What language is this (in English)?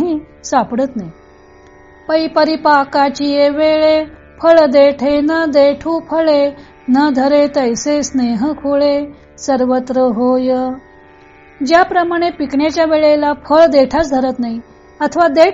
Marathi